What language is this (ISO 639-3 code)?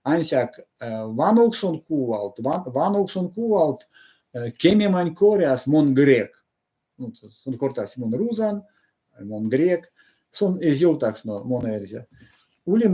myv